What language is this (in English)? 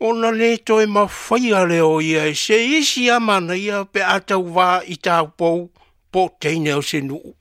Samoan